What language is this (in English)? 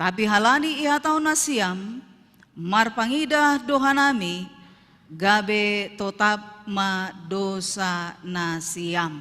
Batak Simalungun